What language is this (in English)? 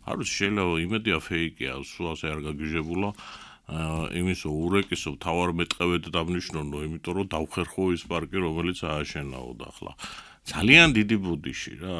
Georgian